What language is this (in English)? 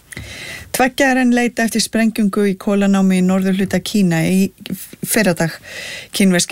Icelandic